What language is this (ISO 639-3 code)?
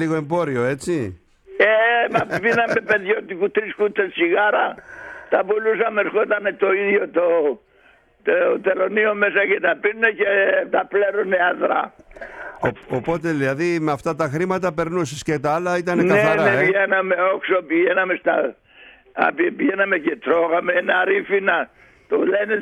ell